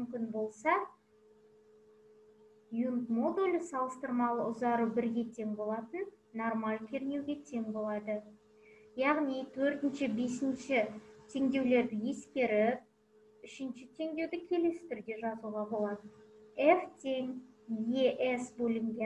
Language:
Kazakh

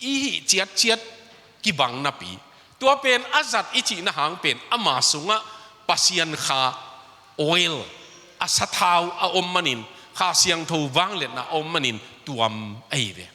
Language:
Tedim Chin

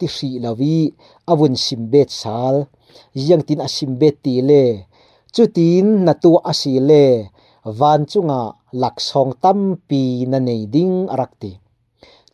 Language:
Falam Chin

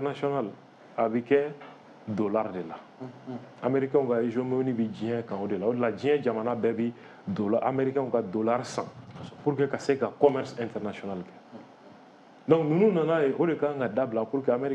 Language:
Bambara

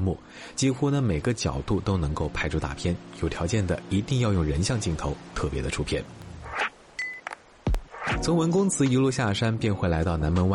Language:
Chinese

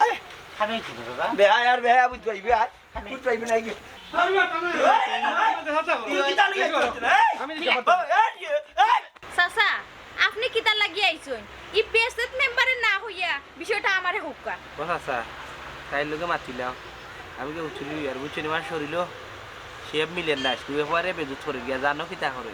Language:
Sylheti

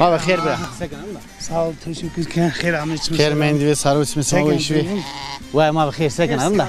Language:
Zaza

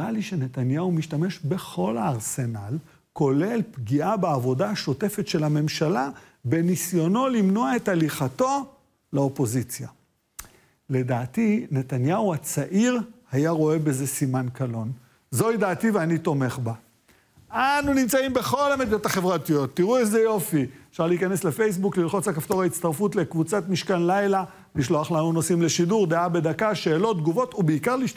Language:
Hebrew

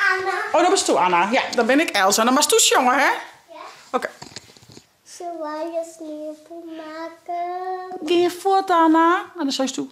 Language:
Western Frisian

